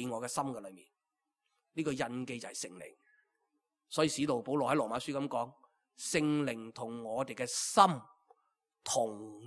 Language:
Cantonese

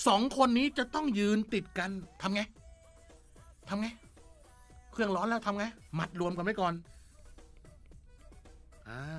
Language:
Thai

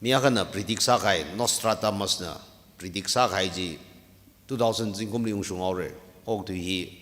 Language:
Tangkhul Naga (India)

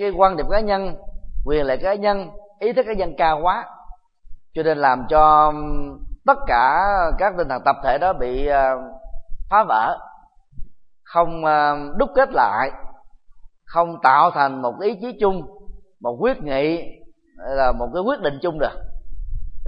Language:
Vietnamese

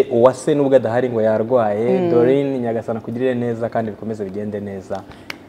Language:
Kinyarwanda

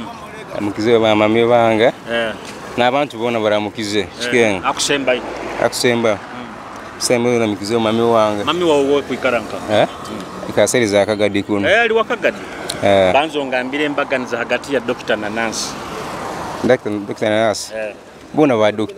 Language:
Nyoro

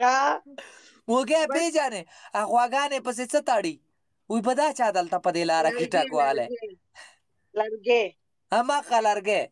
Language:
Pashto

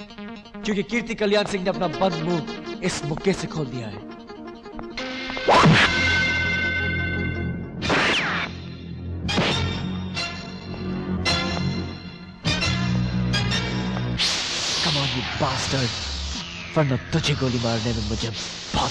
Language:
Hindi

